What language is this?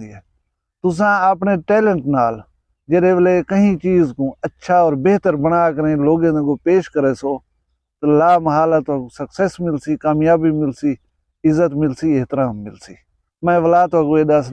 Saraiki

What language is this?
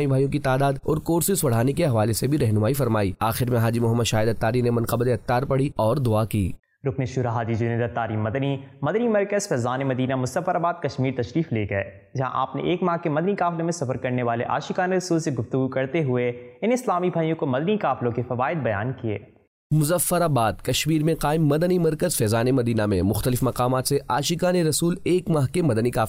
Urdu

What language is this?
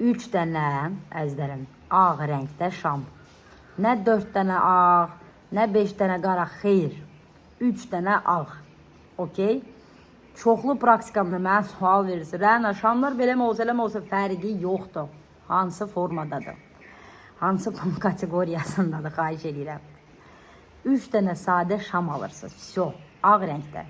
Azerbaijani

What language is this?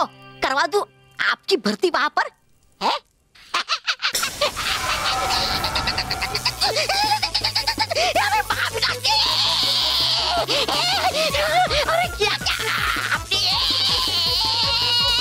Hindi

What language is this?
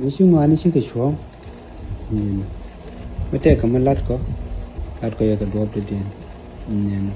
Nuer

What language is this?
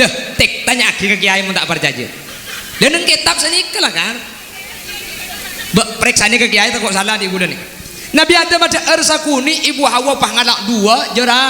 Madurese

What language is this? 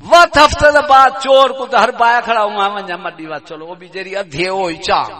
Saraiki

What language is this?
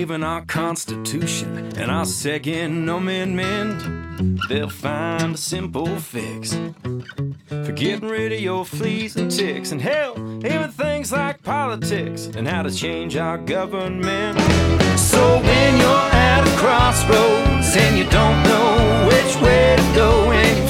English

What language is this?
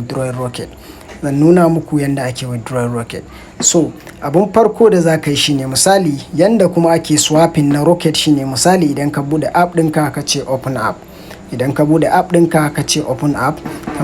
Hausa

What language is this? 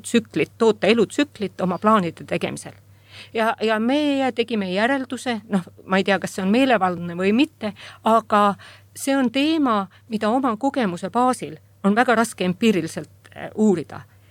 Estonian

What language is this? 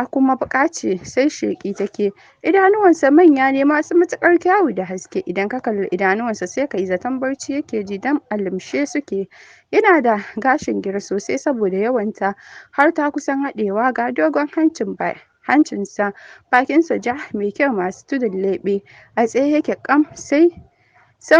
Hausa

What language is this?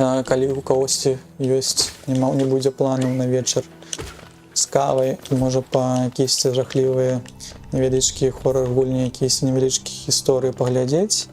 Belarusian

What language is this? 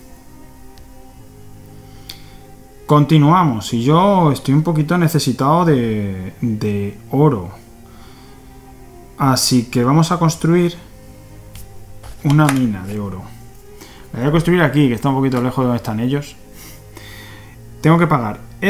Spanish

